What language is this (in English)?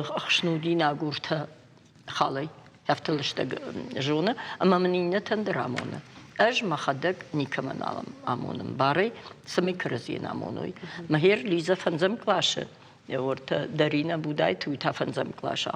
Ossetic